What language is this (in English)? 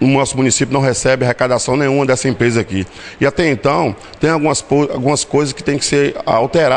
Portuguese